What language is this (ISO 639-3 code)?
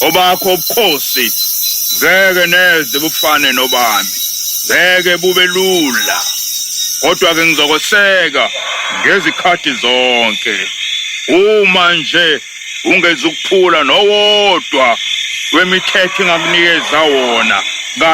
zul